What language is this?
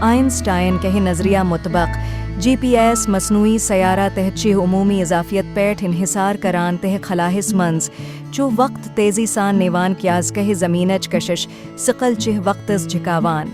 Kashmiri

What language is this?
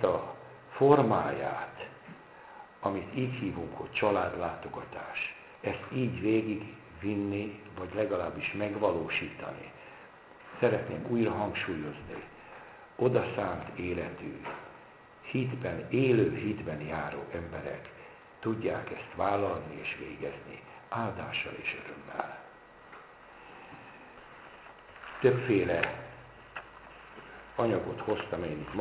Hungarian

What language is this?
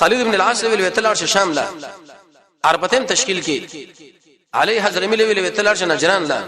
Pashto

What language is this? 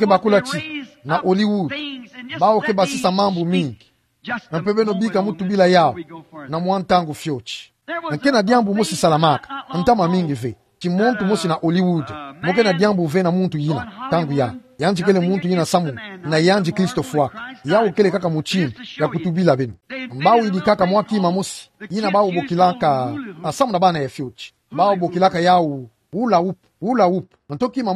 Kituba (Democratic Republic of Congo)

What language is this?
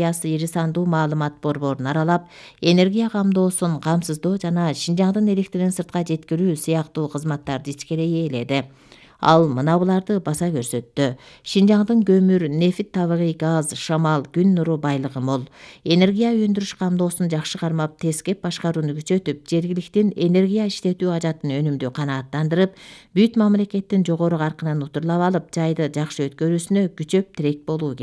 Kyrgyz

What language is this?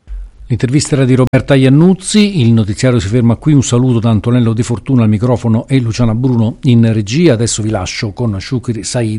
Italian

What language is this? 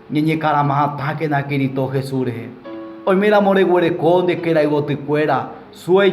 Guarani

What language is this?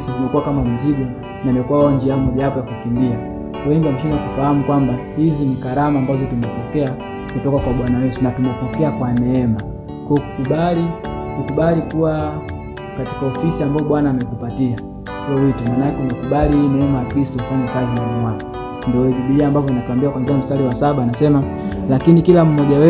Swahili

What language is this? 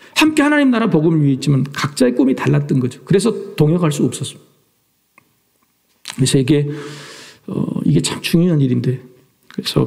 Korean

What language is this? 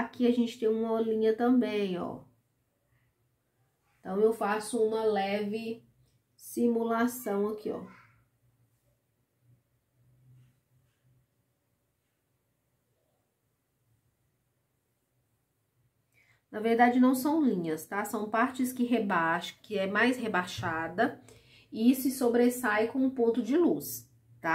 Portuguese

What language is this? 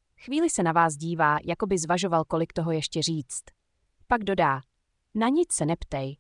Czech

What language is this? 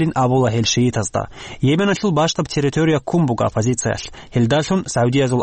Avaric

